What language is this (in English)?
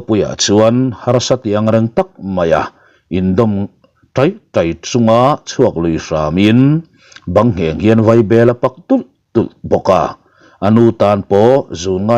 Mizo